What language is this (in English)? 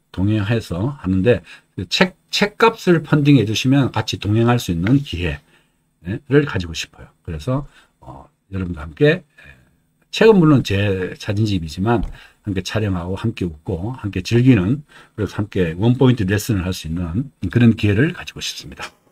Korean